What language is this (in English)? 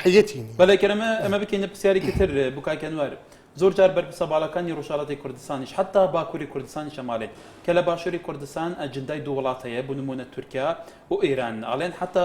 Central Kurdish